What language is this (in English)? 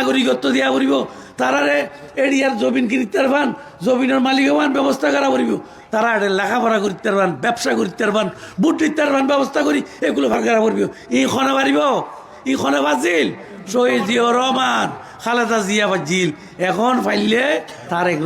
Rohingya